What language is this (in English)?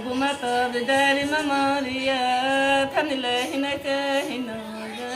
Kok Borok